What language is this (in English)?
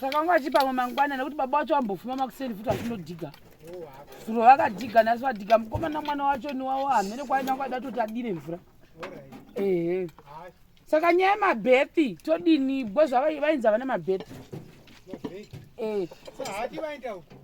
Shona